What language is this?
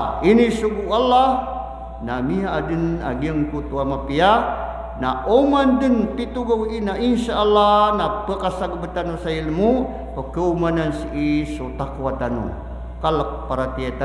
Maranao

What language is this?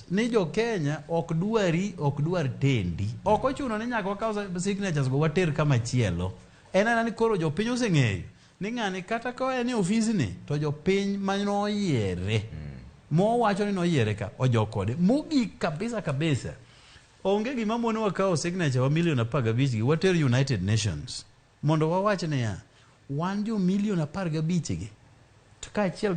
Luo (Kenya and Tanzania)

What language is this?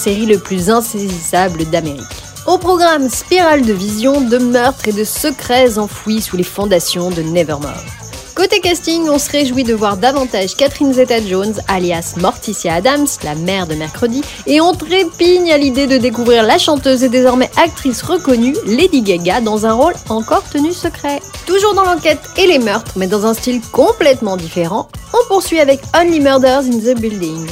French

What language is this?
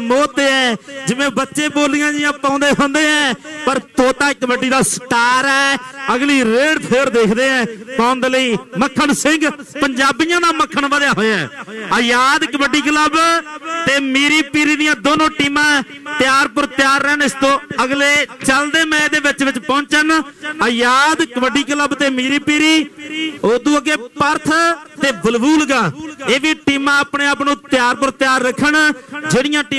Punjabi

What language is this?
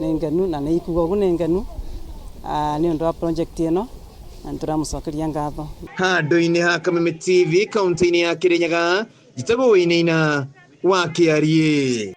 Kikuyu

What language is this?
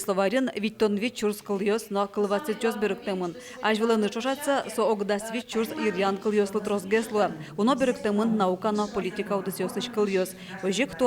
Udmurt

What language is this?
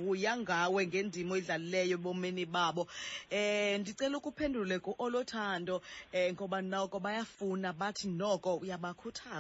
Xhosa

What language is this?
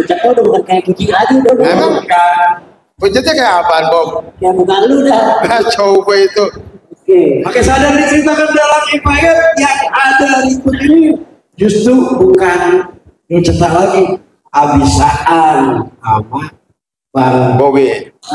Betawi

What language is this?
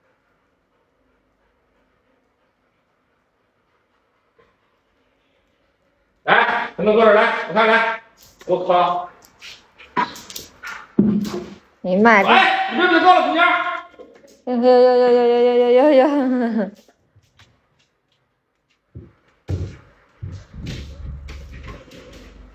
Chinese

